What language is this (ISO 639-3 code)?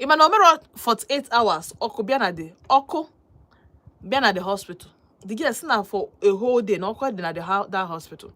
ibo